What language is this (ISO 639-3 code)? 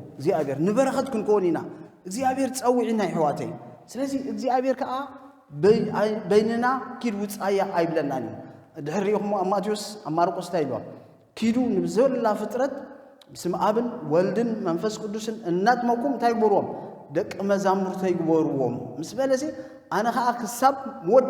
tir